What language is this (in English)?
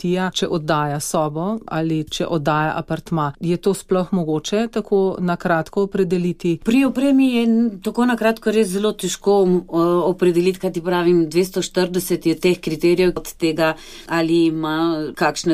Slovenian